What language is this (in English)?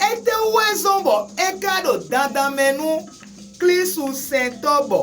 Fon